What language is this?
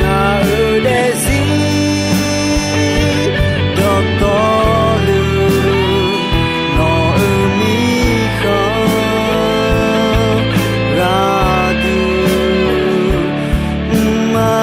Akha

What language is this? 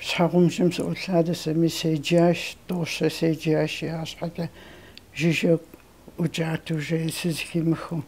Kabardian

